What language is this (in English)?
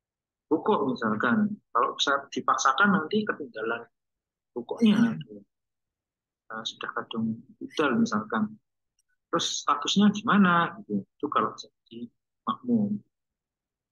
Indonesian